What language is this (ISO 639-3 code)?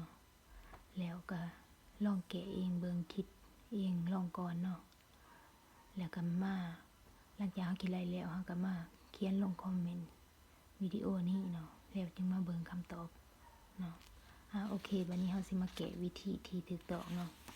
lao